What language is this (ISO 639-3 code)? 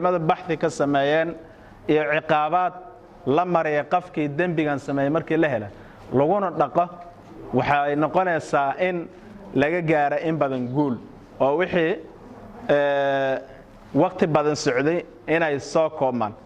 som